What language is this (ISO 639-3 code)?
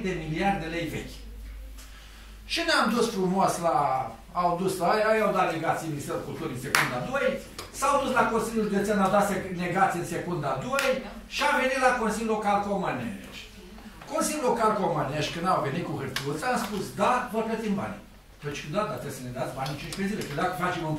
ron